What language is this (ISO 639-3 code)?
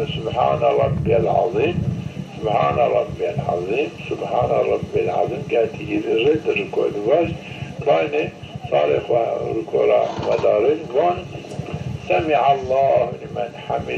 zza